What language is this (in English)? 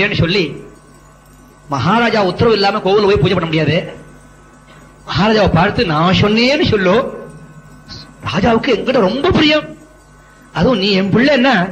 Tamil